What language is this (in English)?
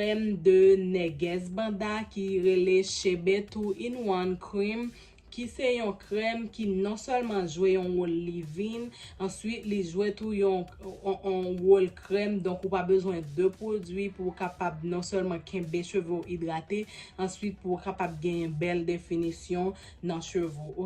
Haitian Creole